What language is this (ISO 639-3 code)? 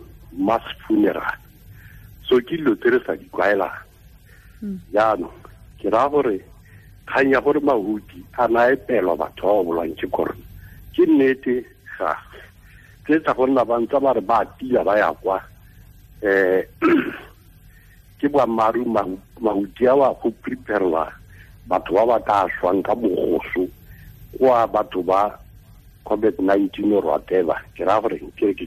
tsn